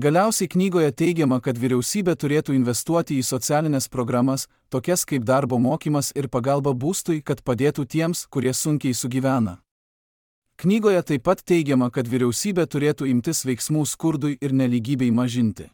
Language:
Lithuanian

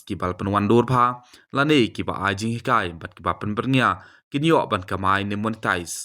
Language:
Khasi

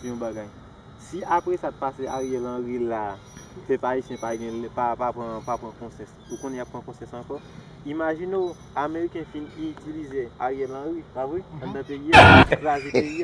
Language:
Haitian Creole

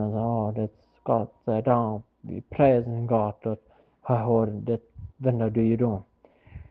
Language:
Plautdietsch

